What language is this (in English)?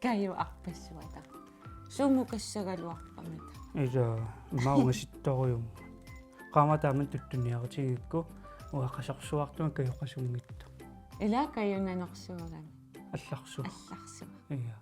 Kalaallisut